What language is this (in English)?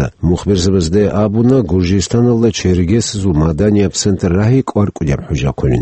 Avaric